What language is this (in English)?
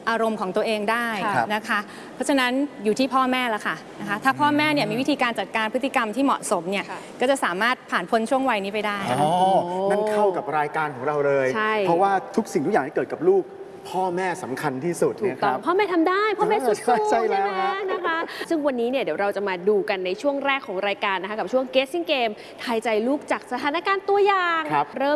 Thai